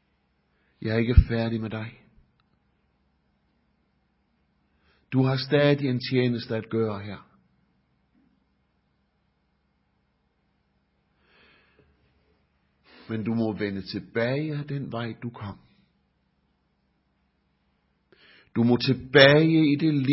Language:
Danish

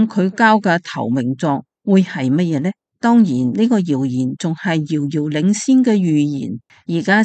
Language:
Cantonese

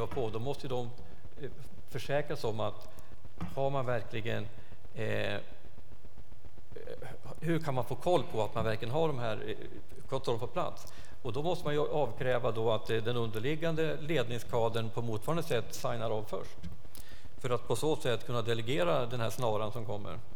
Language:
Swedish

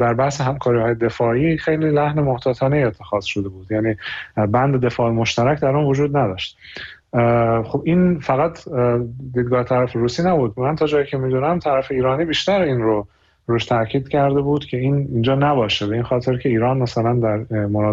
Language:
Persian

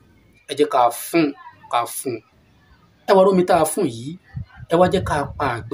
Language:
Yoruba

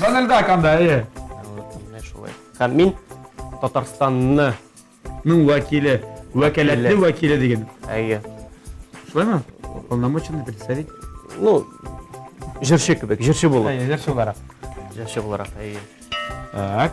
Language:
Tatar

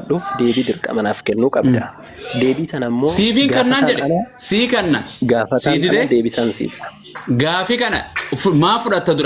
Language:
Oromo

